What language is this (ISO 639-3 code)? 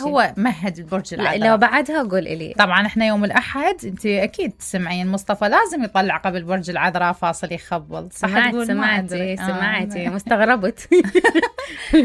acm